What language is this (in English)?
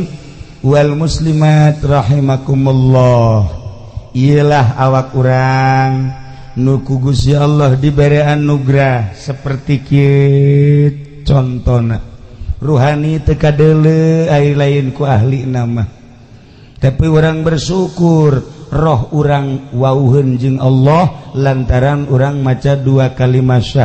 Sundanese